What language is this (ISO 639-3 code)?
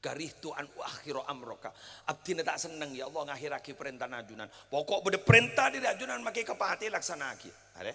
mad